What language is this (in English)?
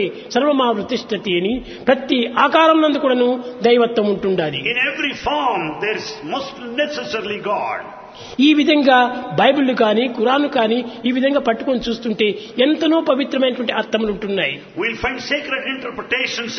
Telugu